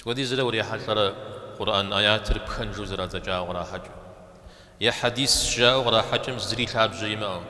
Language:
Kabardian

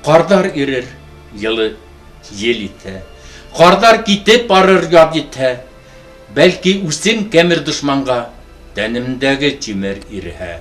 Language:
Bashkir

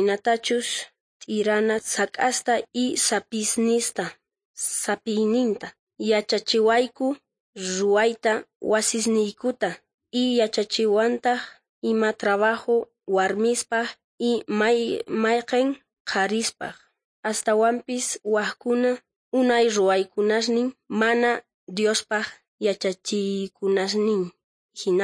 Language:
South Bolivian Quechua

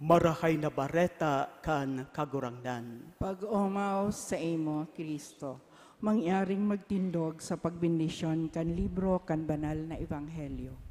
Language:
Bikol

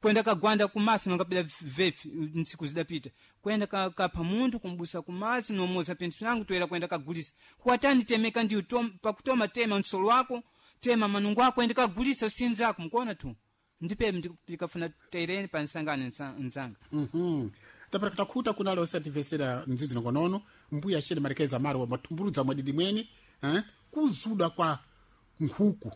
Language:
Sena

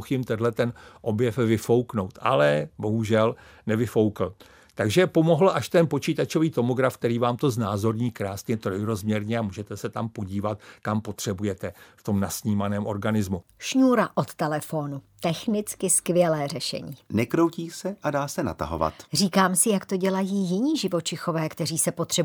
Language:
Czech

